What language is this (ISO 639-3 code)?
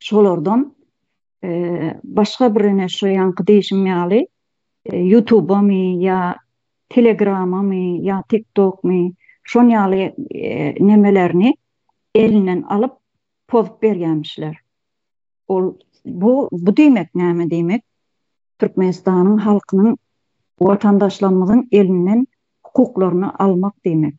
tuk